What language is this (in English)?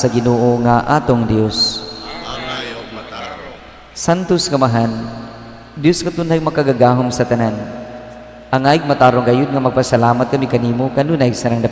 Cebuano